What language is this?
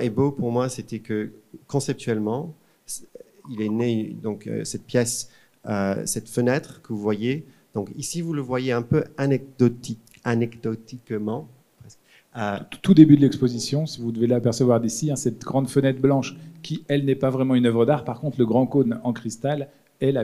French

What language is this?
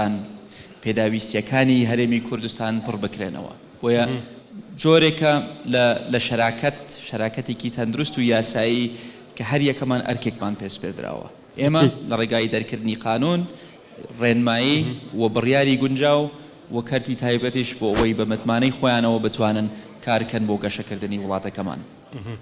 Central Kurdish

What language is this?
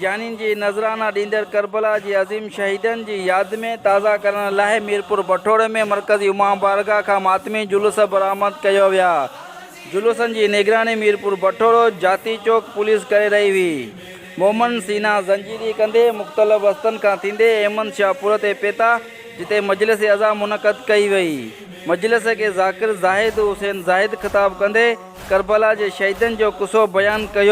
Sindhi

